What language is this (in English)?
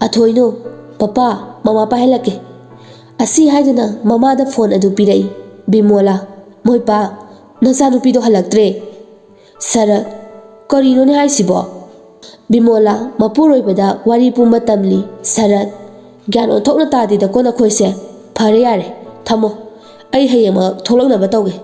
Manipuri